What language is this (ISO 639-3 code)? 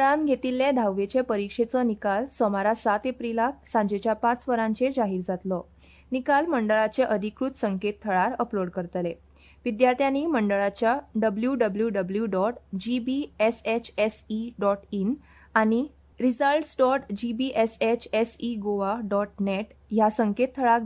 kok